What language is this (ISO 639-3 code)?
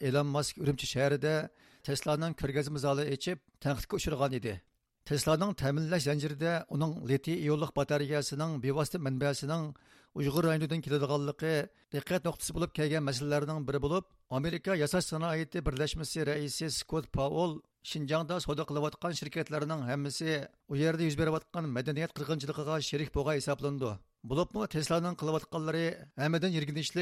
uig